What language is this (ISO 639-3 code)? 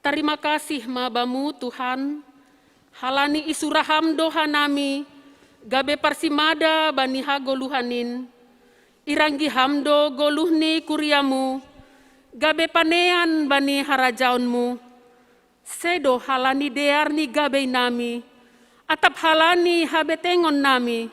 bts